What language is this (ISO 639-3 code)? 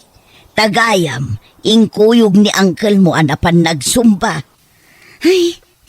ilo